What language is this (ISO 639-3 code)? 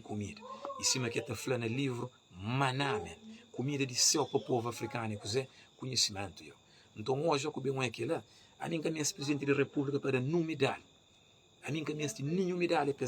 kea